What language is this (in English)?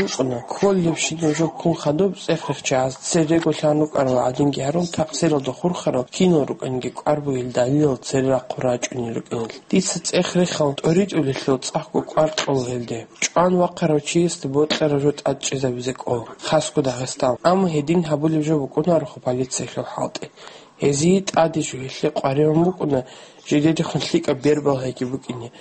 Avaric